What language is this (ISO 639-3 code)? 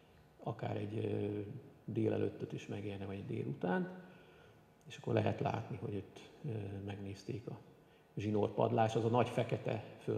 hun